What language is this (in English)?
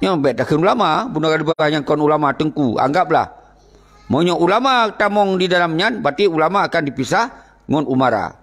Achinese